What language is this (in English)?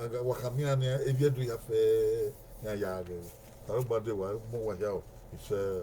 Bini